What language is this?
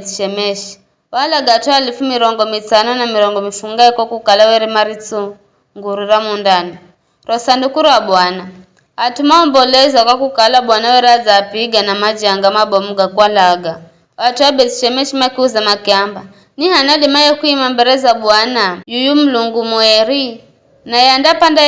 Giryama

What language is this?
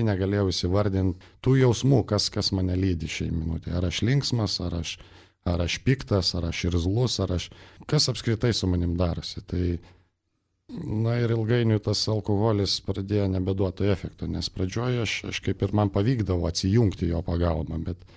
Lithuanian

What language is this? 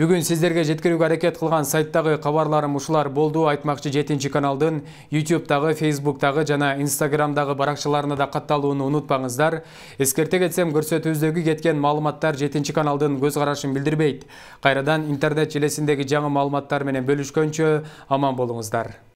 Kyrgyz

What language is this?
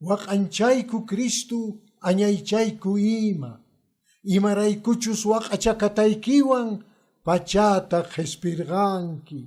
Quechua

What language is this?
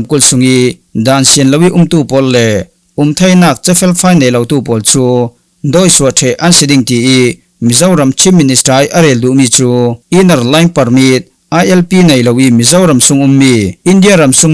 Falam Chin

